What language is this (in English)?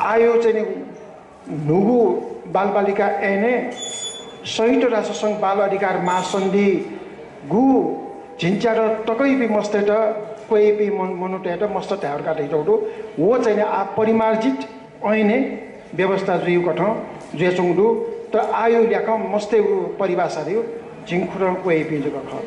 Newari